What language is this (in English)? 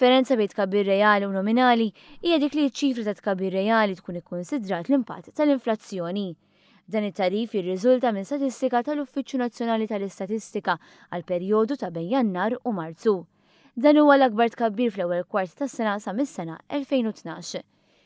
Maltese